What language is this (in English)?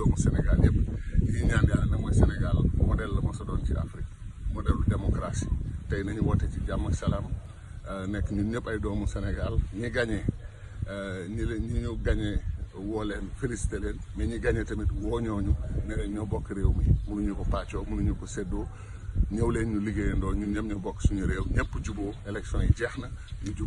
Wolof